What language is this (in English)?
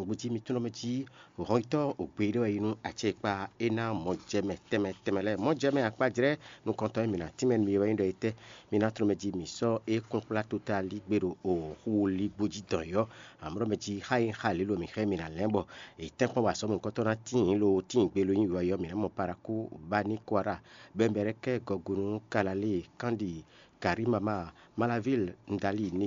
Fon